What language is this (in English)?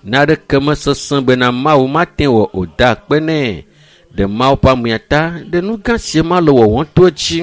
Ewe